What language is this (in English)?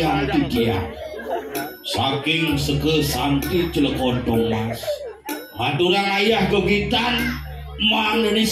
Balinese